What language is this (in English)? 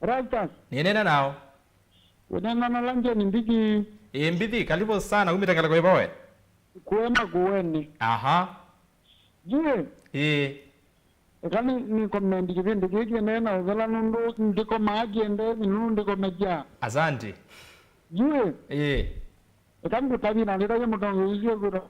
Kamba